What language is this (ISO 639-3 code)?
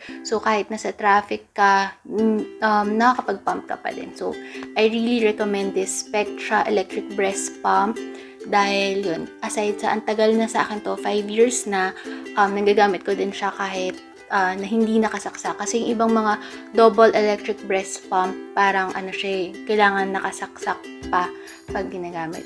fil